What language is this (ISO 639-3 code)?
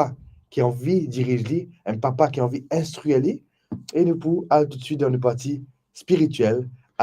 mfe